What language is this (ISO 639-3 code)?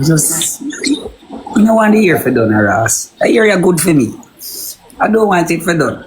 jam